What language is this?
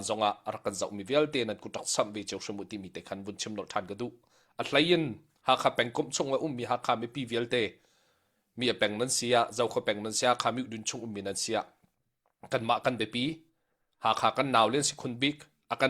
Hakha Chin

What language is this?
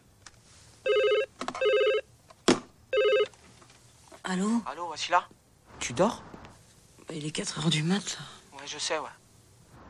French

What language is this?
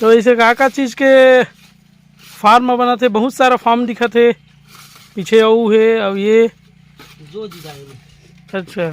Chhattisgarhi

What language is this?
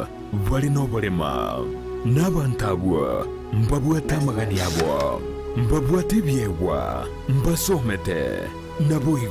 Gusii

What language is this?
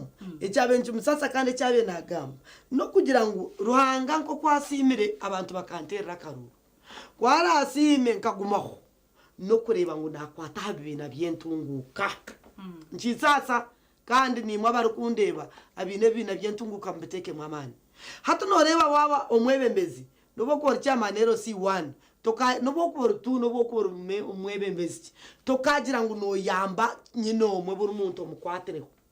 Nyankole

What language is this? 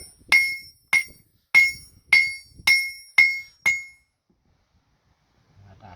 Lao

